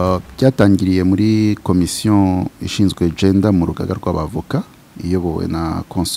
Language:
Kinyarwanda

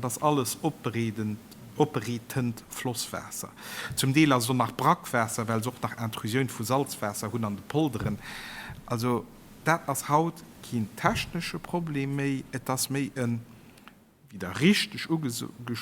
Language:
Luxembourgish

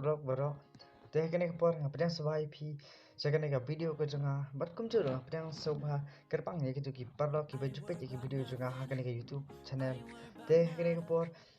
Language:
Khasi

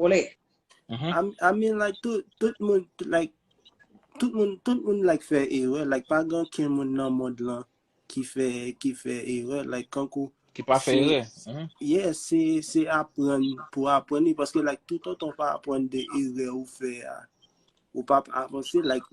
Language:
Haitian Creole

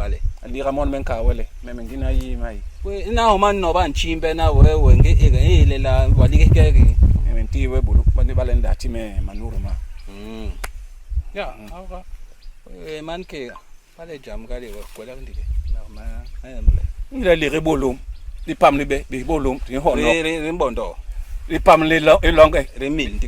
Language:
Basaa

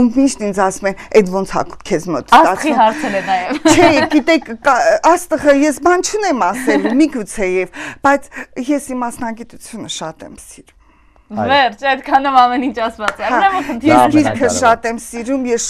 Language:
Armenian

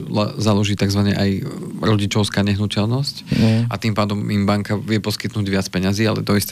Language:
Slovak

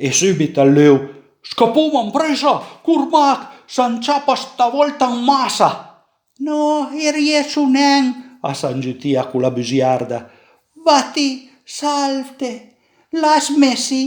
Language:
Piedmontese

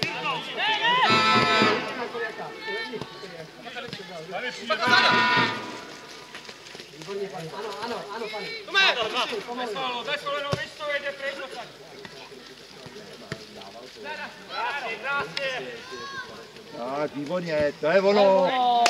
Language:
Czech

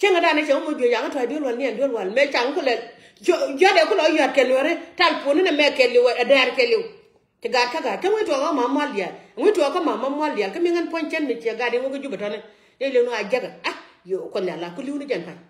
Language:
Nuer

